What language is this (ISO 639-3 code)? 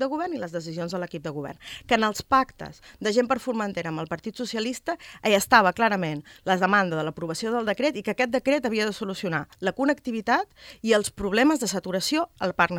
cat